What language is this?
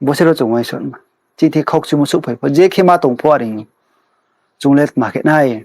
Riang (India)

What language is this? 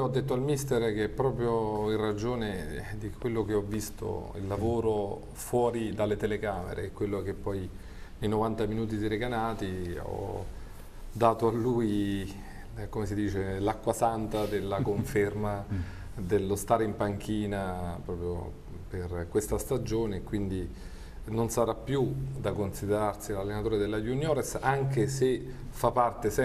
Italian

